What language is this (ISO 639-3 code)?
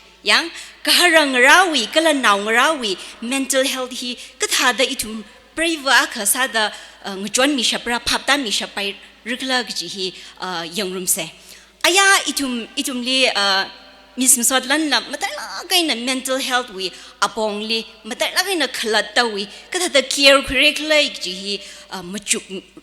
nmf